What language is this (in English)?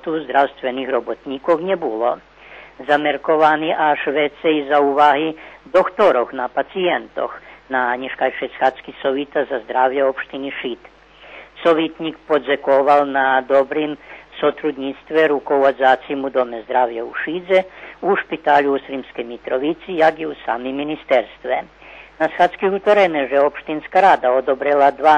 Rusyn